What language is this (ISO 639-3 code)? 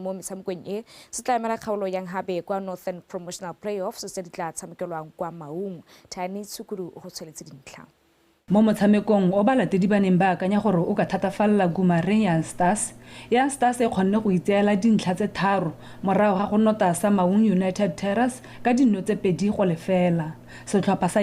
tsn